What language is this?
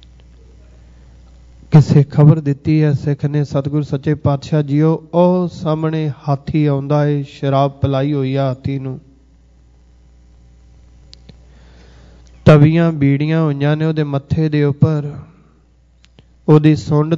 Punjabi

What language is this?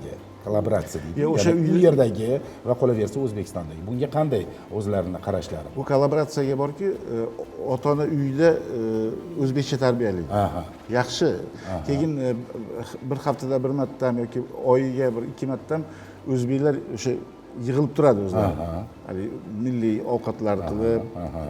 Uzbek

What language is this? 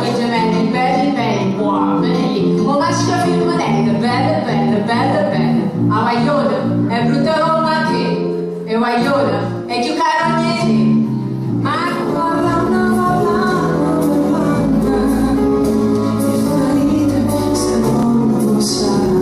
Neapolitan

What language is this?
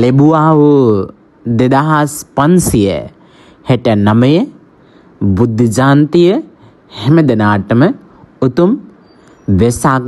Sinhala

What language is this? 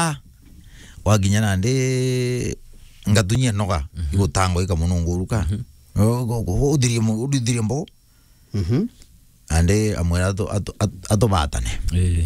Meru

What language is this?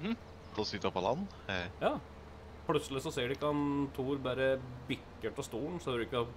Norwegian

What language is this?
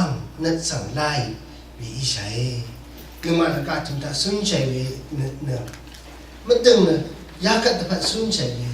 Rawang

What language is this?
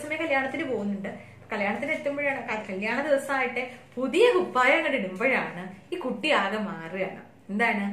Malayalam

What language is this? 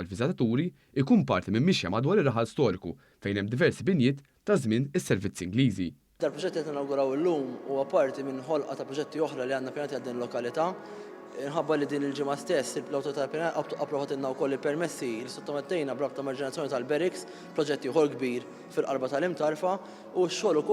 Maltese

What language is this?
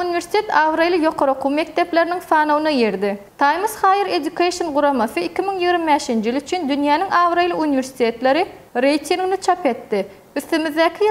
Turkmen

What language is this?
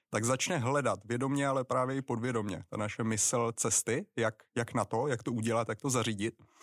Czech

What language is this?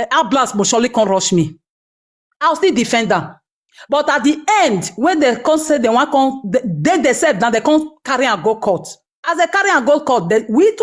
Nigerian Pidgin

